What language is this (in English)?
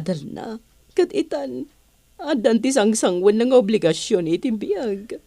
Iloko